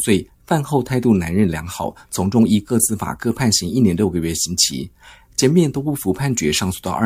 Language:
Chinese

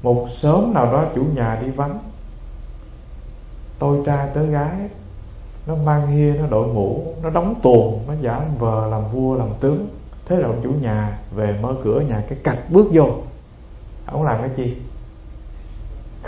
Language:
Vietnamese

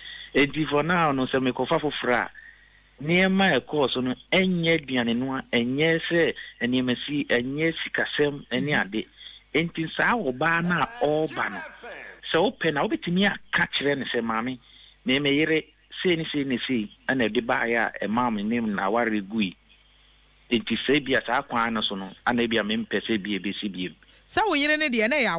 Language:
Akan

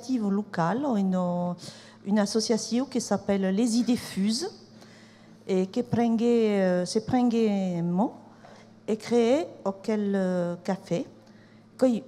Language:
Occitan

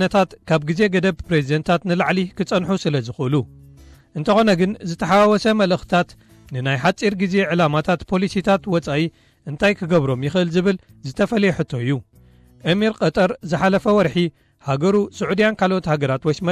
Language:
Tigrinya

